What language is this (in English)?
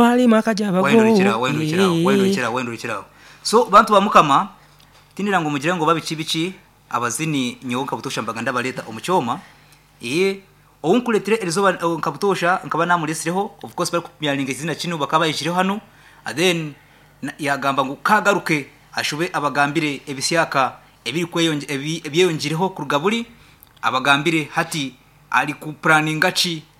Nyoro